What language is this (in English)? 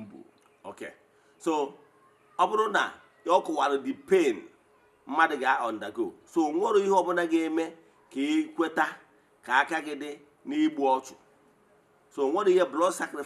Igbo